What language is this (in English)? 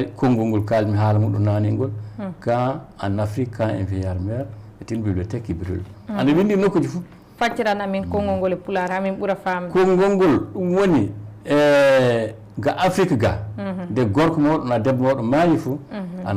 Fula